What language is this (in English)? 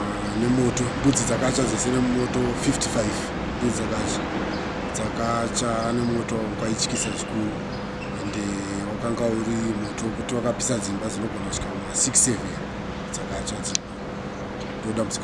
Shona